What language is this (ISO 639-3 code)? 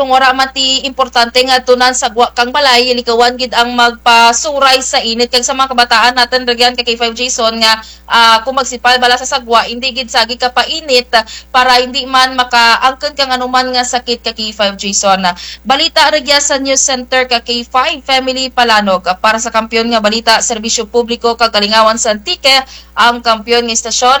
krj